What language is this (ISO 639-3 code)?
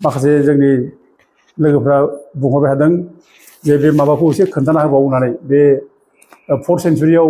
brx